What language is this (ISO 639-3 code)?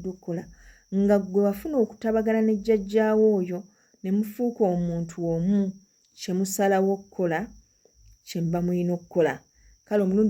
lug